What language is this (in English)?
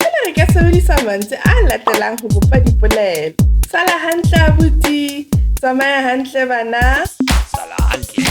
Southern Sotho